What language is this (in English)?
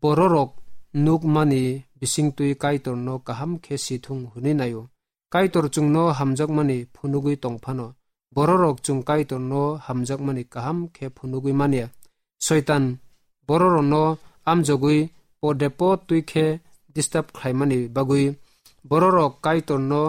Kok Borok